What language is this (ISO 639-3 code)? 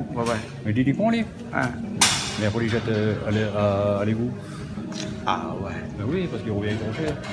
rcf